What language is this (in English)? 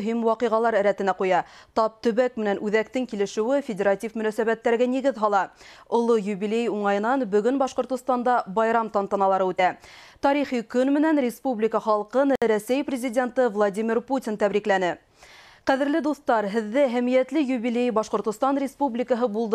Bashkir